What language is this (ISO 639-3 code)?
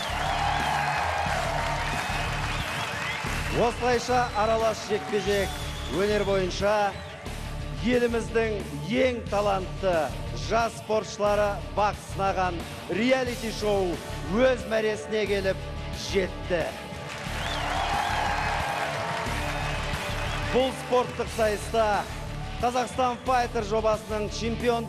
kaz